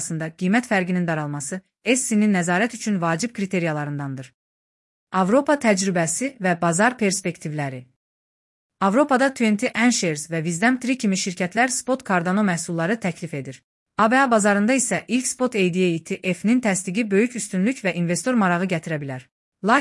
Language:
Azerbaijani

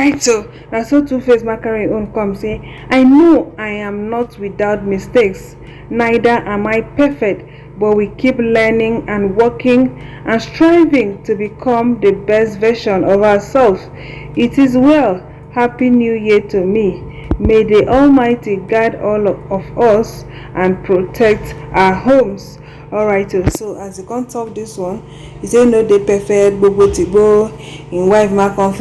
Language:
Nigerian Pidgin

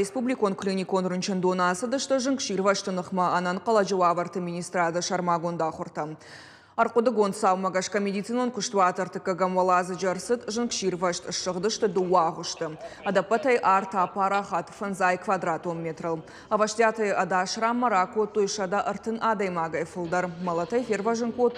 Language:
Ossetic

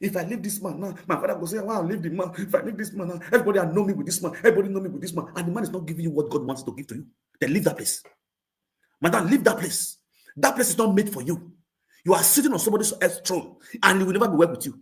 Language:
Nigerian Pidgin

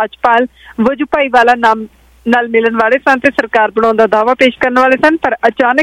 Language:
Punjabi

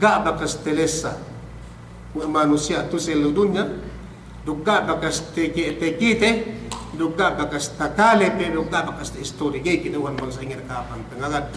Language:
Yakan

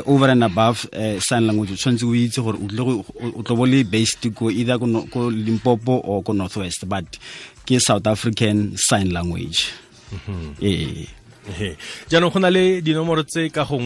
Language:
Tswana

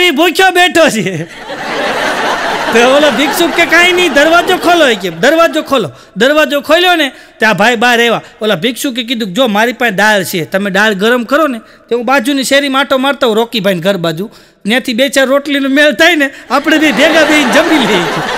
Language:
Gujarati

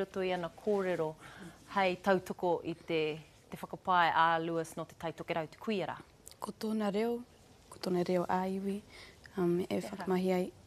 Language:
Māori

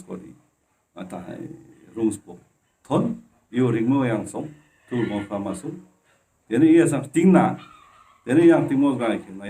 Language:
Ladakhi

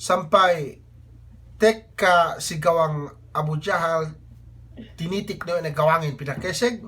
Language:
Yakan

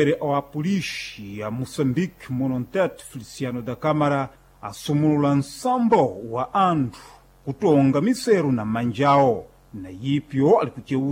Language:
Sena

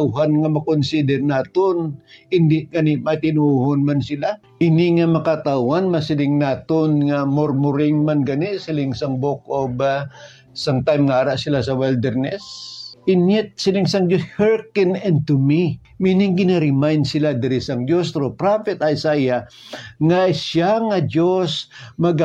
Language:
Hiligaynon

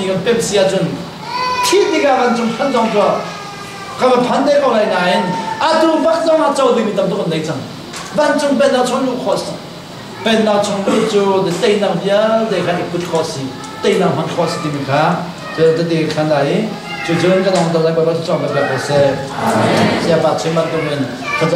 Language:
Hakha Chin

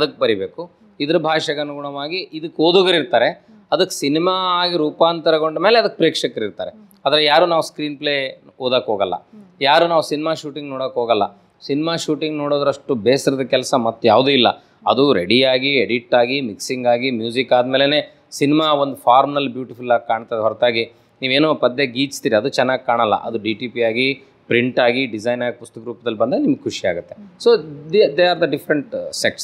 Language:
Kannada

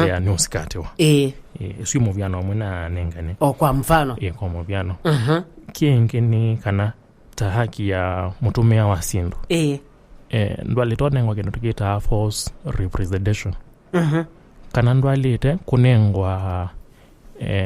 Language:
Kamba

